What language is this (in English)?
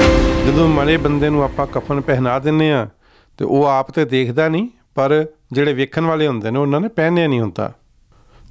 Punjabi